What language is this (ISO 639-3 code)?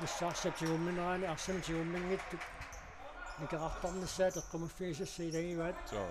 kal